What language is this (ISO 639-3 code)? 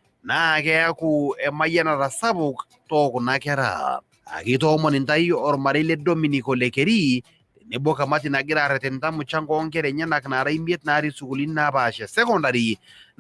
mas